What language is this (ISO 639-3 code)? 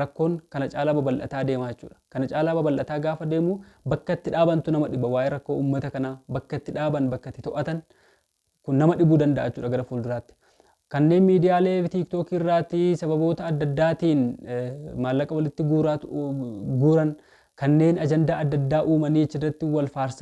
orm